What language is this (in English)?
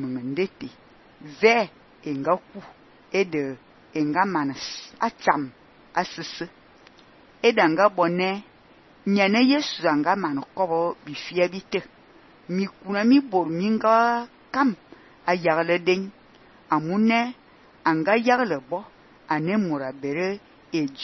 Fang